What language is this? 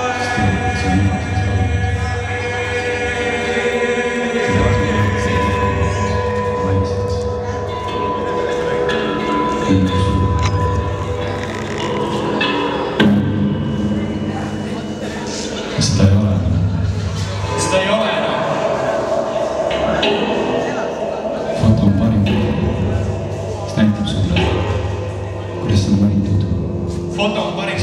Estonian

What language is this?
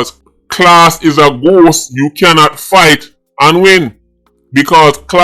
Jamaican Creole English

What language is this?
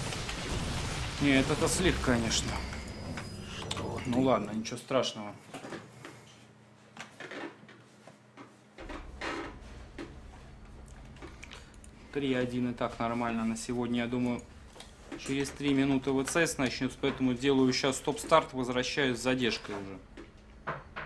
Russian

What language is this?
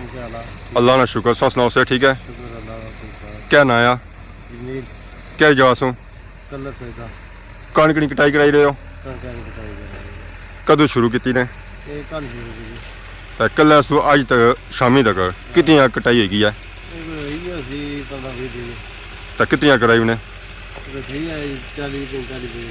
Pahari-Potwari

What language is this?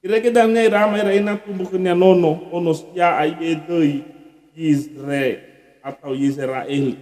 Nias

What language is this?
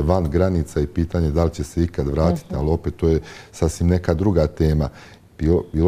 Bosnian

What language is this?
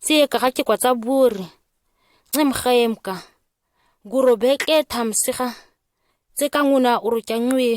ǁGana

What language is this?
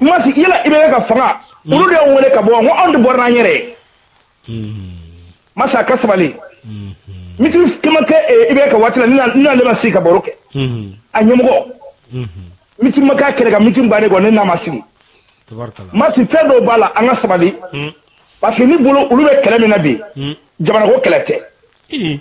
Bambara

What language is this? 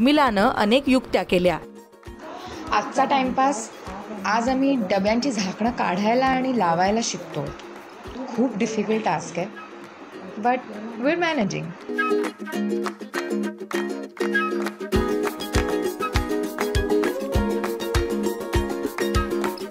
Marathi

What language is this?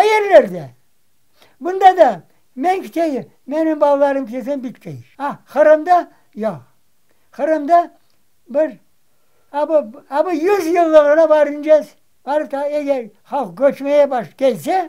Crimean Tatar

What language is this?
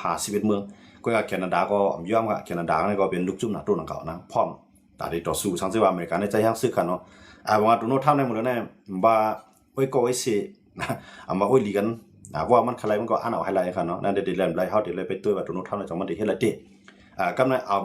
Shan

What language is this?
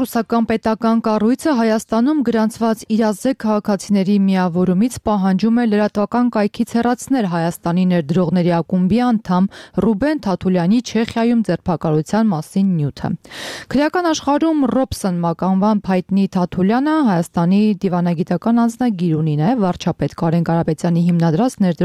Armenian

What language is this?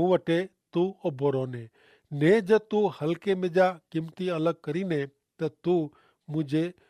Kachhi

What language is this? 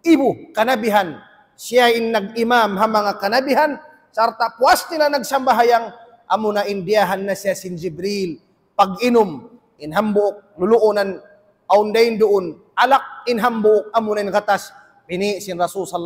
Tausug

